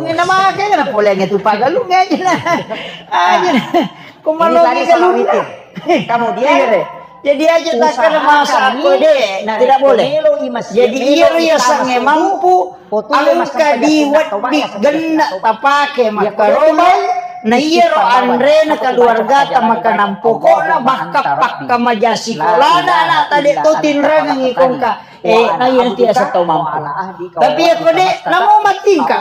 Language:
Buginese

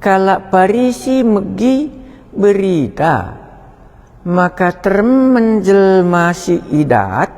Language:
Batak Karo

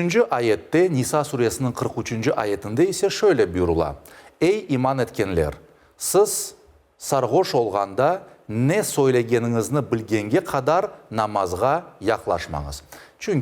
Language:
Crimean Tatar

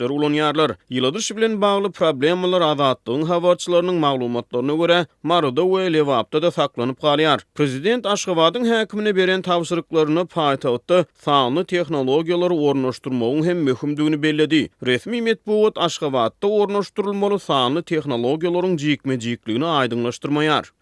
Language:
Turkmen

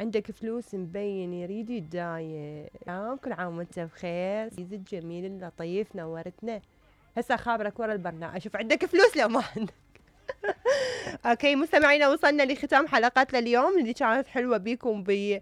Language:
Mesopotamian Arabic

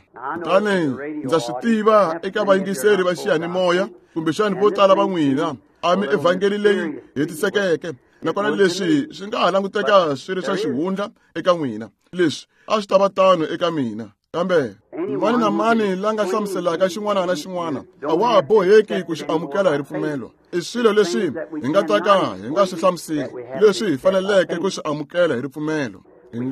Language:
Tsonga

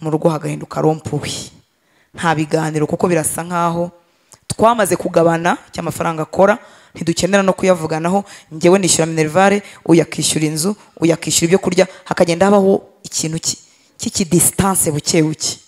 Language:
Kinyarwanda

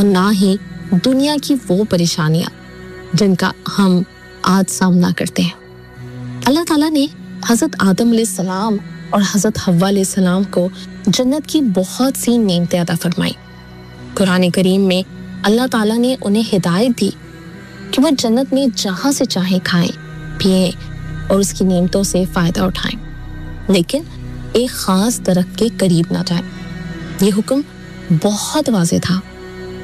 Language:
Urdu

